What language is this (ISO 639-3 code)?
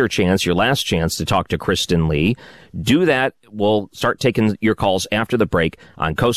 eng